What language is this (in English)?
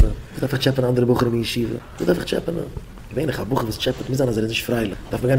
Yiddish